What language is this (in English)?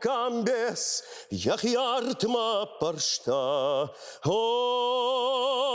Ossetic